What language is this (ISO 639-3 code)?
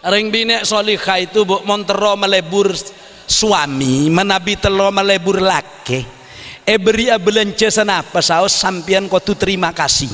mad